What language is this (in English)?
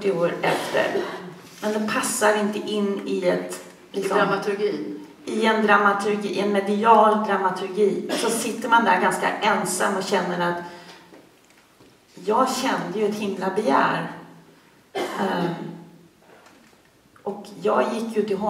Swedish